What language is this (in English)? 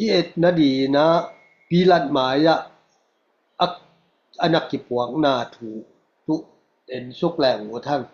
Tedim Chin